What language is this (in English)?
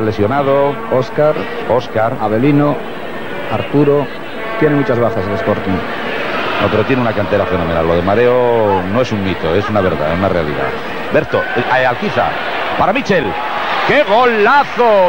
Spanish